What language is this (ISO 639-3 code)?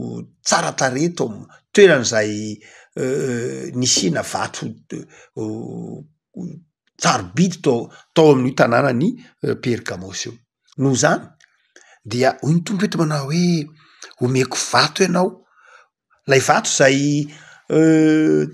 mlg